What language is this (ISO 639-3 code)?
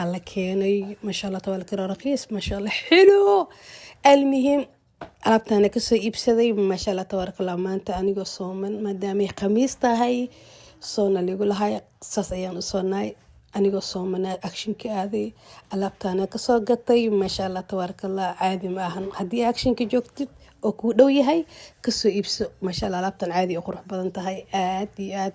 som